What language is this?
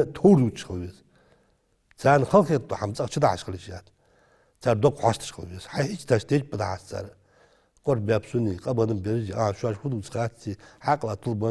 Ingush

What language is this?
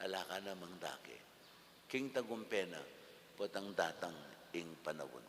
Pampanga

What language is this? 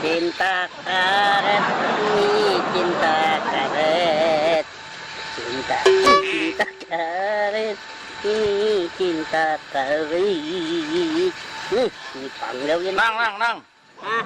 Banjar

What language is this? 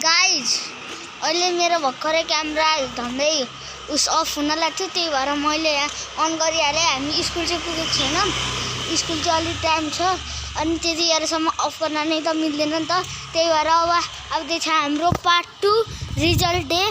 Nepali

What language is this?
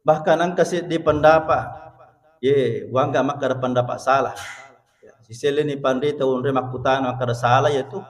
Buginese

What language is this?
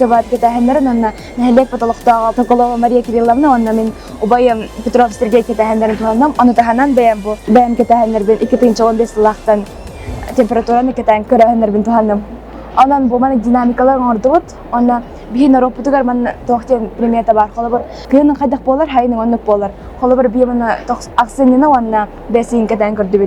Yakut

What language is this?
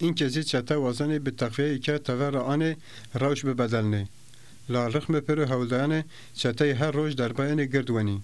Zaza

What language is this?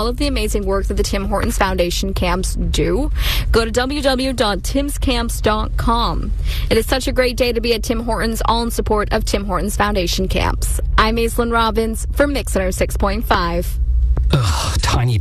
English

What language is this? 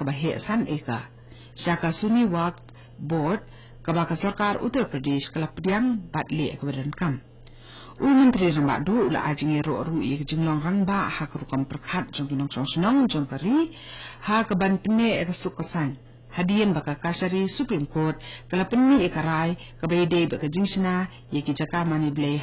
Khasi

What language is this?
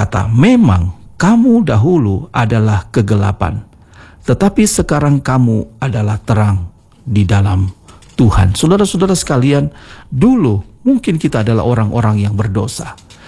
Indonesian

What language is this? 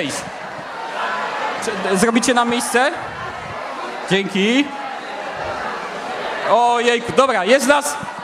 Polish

